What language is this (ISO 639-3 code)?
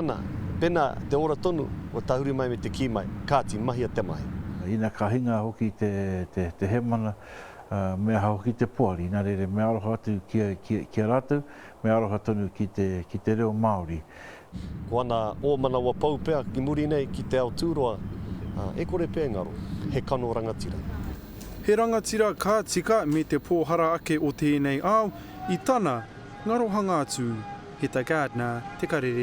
mri